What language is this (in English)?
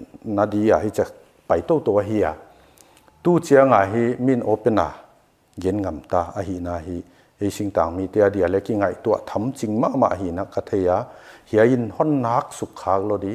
Paite Chin